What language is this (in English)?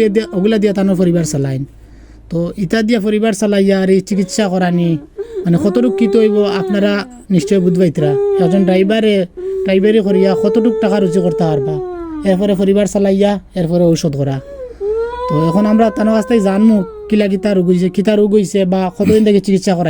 Sylheti